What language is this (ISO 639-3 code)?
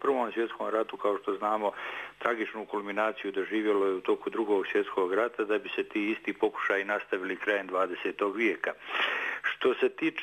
bos